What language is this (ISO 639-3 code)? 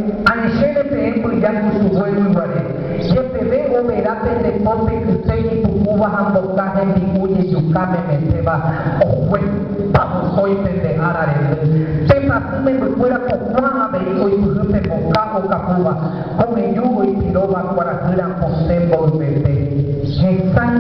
grn